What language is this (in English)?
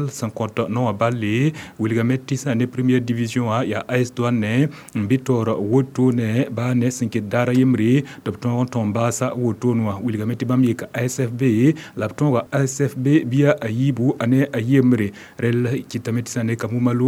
Mossi